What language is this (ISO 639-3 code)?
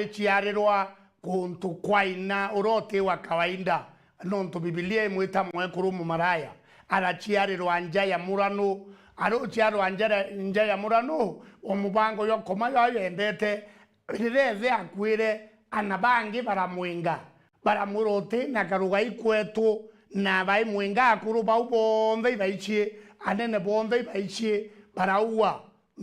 mer